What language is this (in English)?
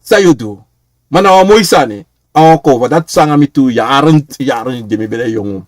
Sranan Tongo